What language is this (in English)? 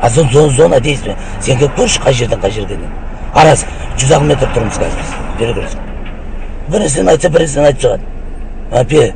Kazakh